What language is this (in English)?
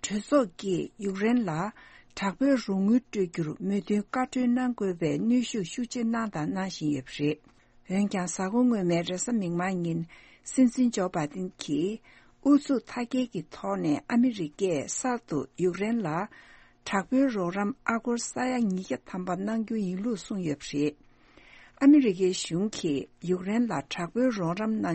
Tibetan